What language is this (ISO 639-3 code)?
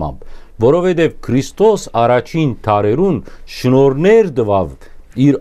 hyw